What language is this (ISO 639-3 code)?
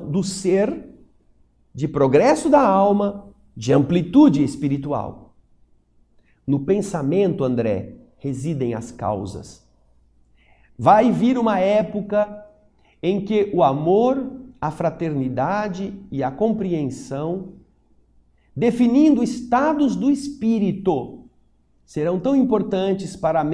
por